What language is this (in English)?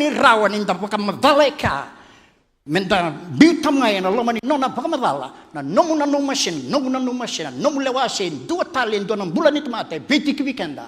Fijian